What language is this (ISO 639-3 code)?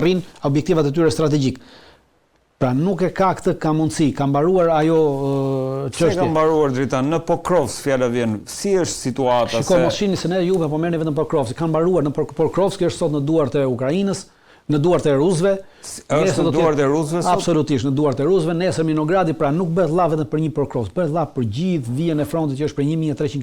sqi